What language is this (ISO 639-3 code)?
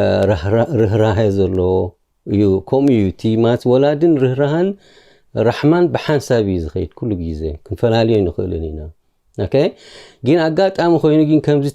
tir